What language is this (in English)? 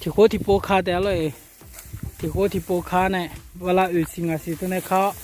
Akha